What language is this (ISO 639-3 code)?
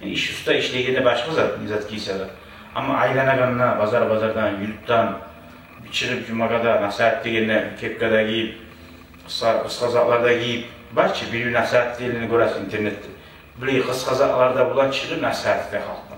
kum